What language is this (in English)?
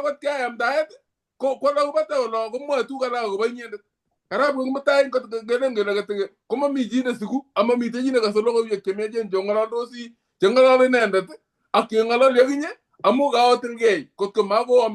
Kalenjin